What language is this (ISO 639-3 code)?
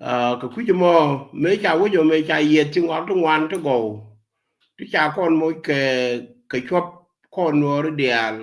nus